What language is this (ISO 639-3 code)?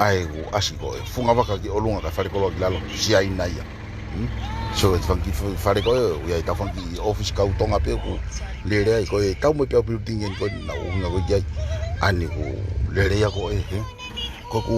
ton